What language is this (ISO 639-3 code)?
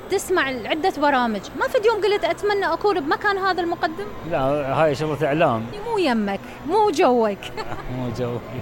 acm